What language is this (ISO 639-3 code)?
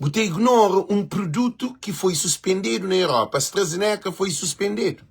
kea